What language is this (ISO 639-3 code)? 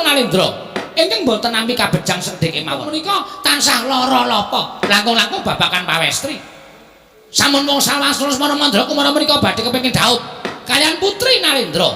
jav